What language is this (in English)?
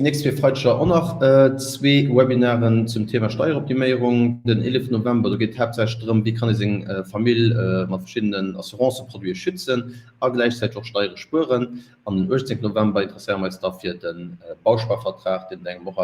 Luxembourgish